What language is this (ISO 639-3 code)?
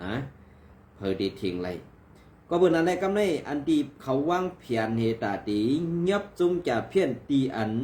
shn